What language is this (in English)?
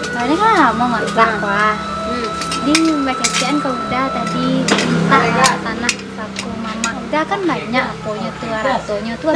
Minangkabau